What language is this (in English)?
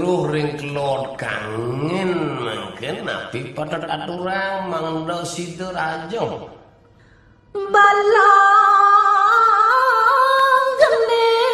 Balinese